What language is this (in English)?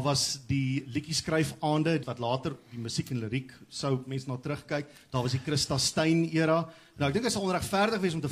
Afrikaans